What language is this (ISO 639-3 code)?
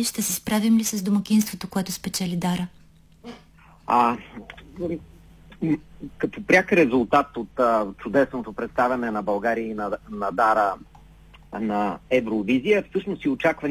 bul